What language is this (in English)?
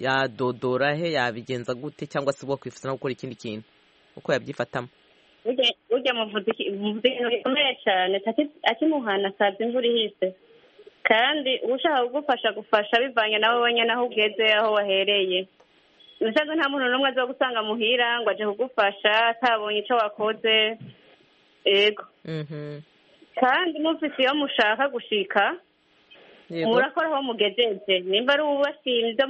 Kinyarwanda